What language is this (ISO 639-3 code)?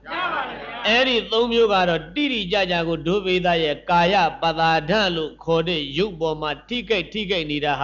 mya